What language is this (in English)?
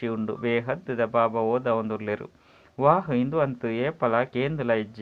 Tulu